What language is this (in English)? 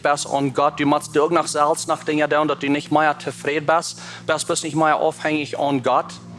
Plautdietsch